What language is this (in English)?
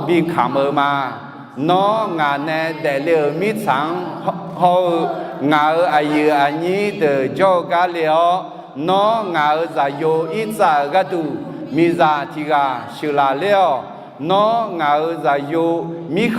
Akha